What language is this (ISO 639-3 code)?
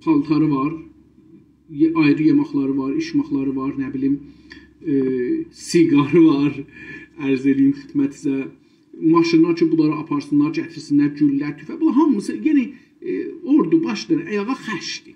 azb